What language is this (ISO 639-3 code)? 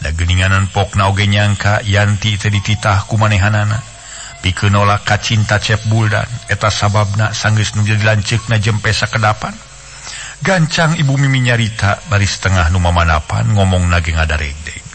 sun